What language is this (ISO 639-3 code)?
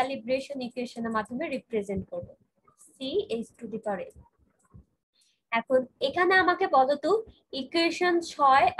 ben